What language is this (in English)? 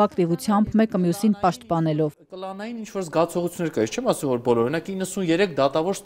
Armenian